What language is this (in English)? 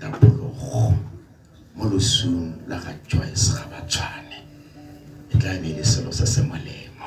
Tswana